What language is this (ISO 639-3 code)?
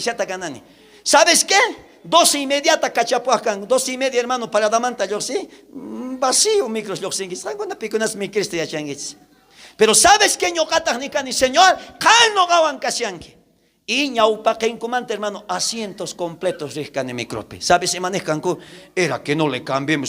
quh